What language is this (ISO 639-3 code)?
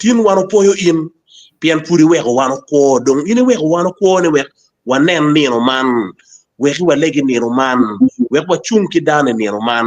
ach